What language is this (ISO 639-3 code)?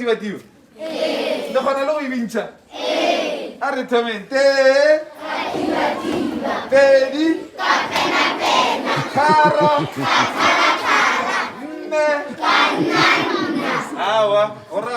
nso